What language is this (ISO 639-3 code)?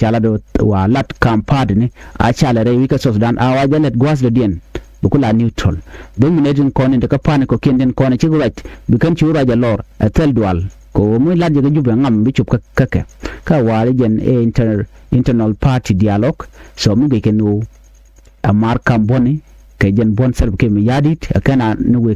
nus